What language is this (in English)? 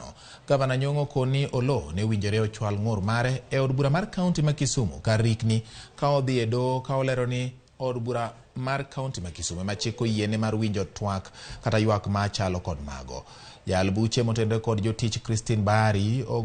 Luo (Kenya and Tanzania)